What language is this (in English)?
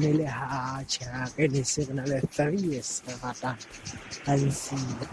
Southern Sotho